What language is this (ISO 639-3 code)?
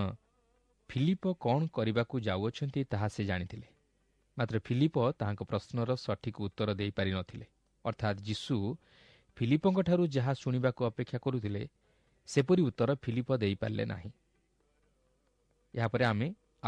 ori